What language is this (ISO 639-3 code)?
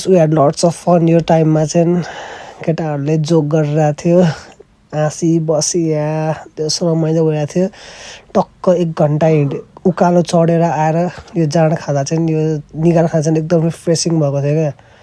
nep